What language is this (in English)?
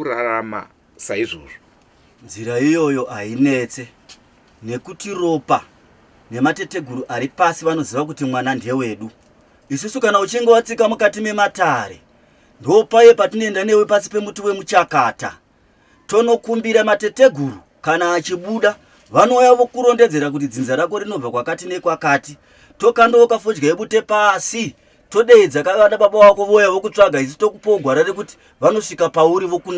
Shona